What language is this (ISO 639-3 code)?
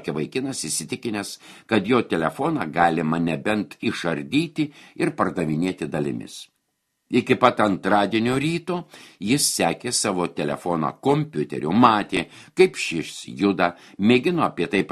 lit